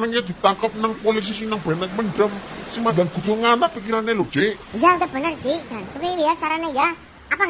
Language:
Javanese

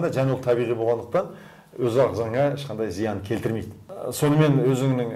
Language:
Kazakh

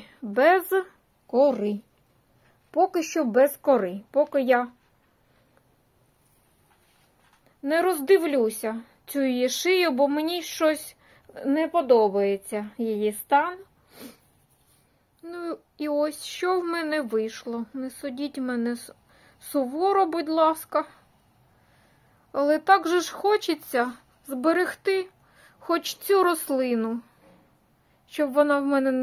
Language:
Ukrainian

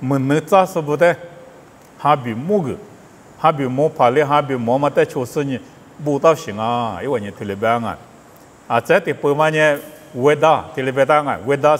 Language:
Lisu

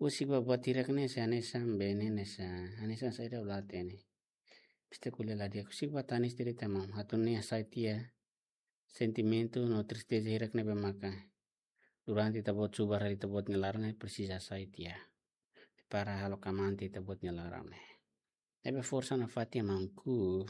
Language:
Tetum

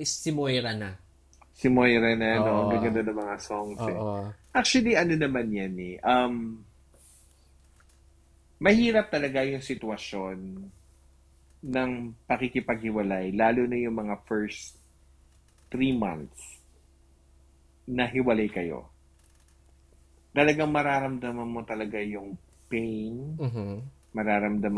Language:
Filipino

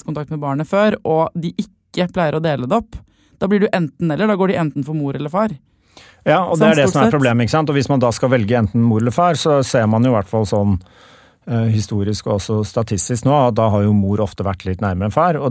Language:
Norwegian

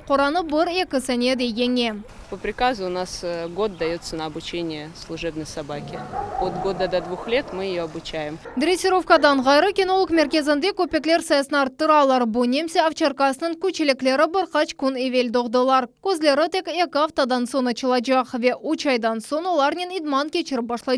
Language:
Crimean Tatar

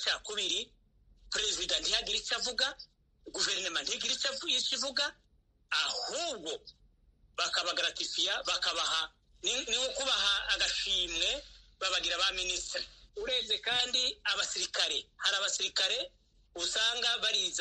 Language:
Kinyarwanda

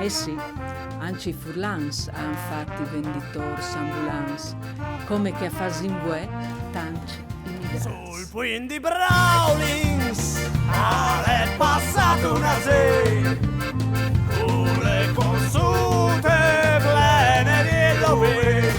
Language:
Friulian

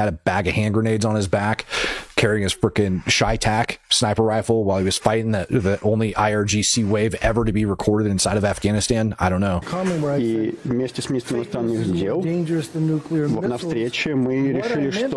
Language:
English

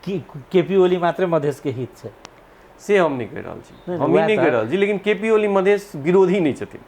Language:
Maithili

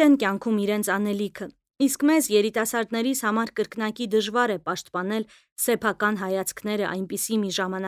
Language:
Armenian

